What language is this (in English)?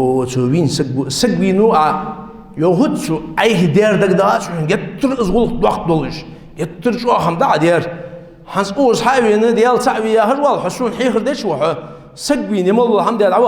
Ingush